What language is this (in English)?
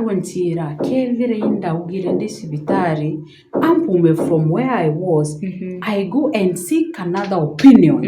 Meru